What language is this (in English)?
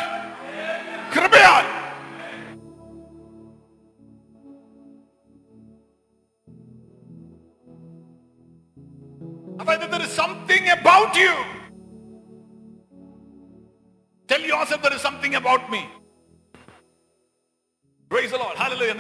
Malayalam